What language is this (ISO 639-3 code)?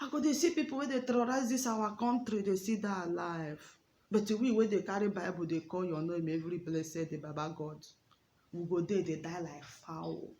pcm